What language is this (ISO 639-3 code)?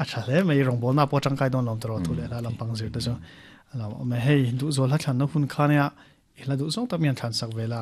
lus